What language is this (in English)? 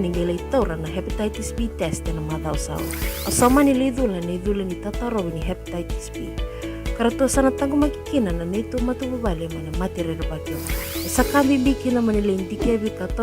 Fijian